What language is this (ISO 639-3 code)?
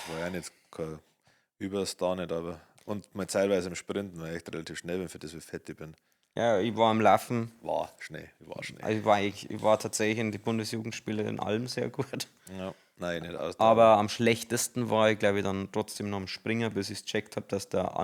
bar